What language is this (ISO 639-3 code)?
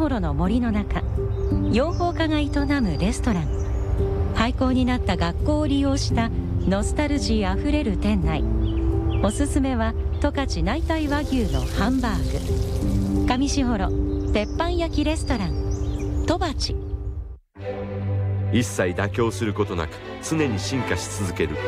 jpn